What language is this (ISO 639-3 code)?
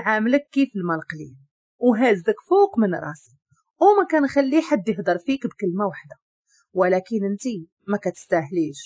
ary